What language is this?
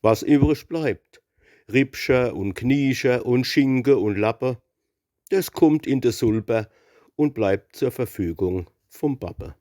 Palatine German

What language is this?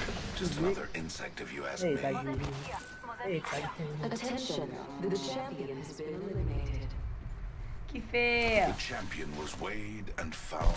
Morisyen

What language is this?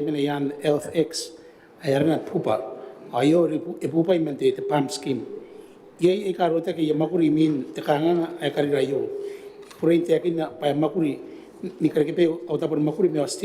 Gilbertese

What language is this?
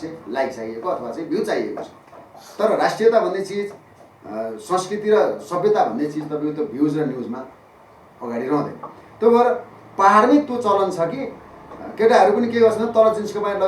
Nepali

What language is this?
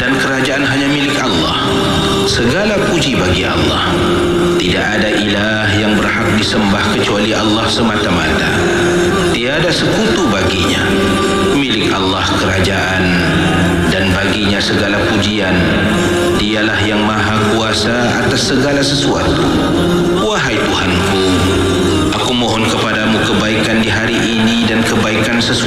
Malay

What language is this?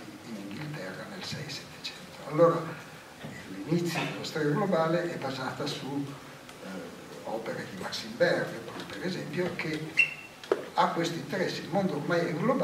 Italian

